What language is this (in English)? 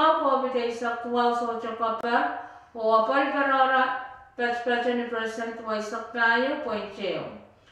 Pohnpeian